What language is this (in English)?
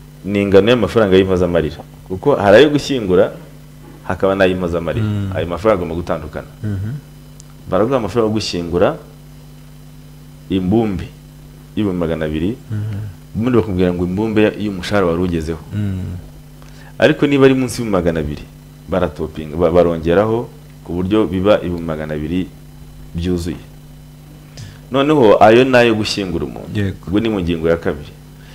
Kinyarwanda